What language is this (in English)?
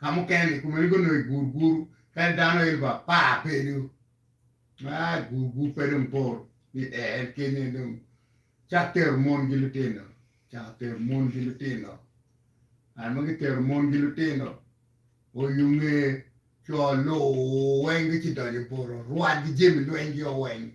Acoli